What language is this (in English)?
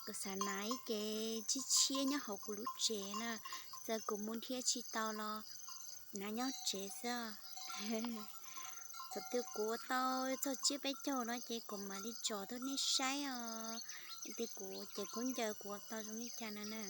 Hmong